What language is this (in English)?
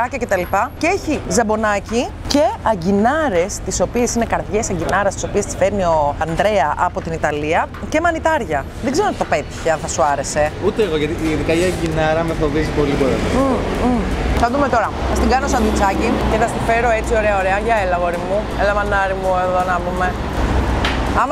Greek